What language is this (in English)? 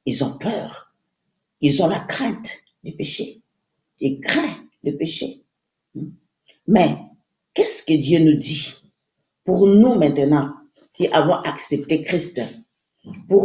French